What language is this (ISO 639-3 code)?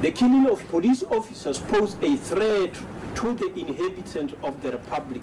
eng